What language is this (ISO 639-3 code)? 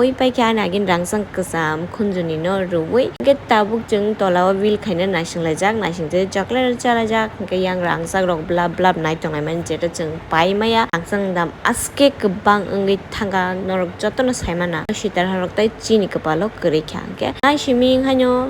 trp